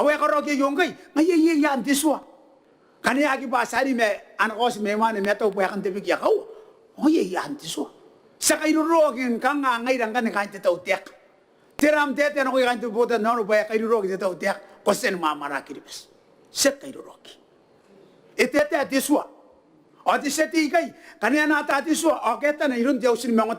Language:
Gilbertese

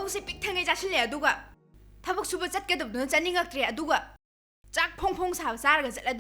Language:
Manipuri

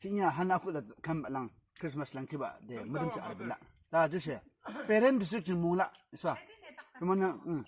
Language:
Yimchungru Naga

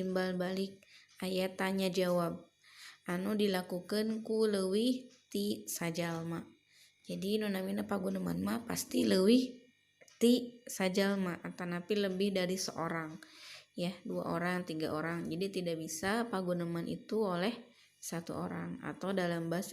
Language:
Sundanese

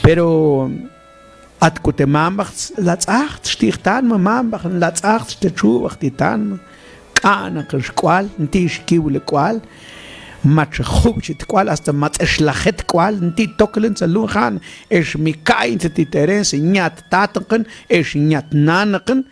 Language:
Mam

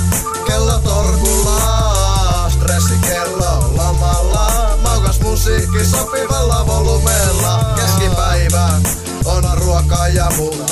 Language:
Finnish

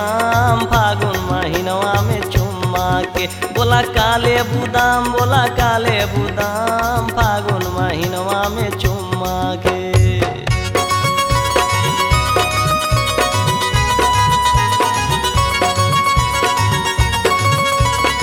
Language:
Bhojpuri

